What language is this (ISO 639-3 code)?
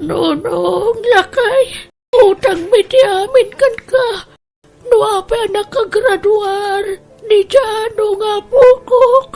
ilo